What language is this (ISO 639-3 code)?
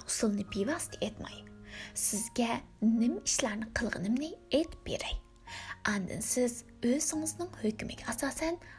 uig